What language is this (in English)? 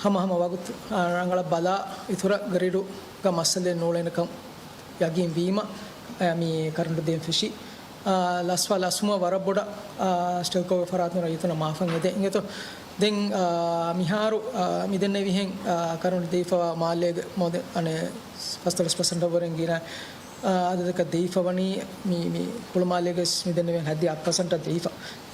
Divehi